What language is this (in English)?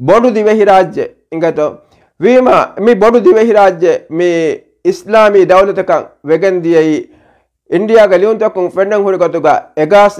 Divehi